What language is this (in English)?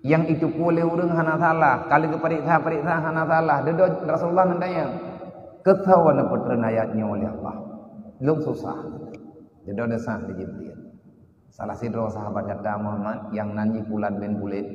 Achinese